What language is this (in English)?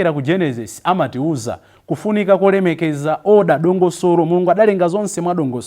Nyanja